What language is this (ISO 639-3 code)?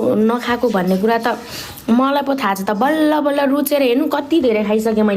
nep